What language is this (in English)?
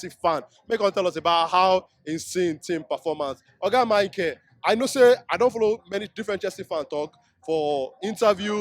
Nigerian Pidgin